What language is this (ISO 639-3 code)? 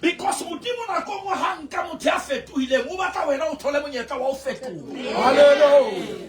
sot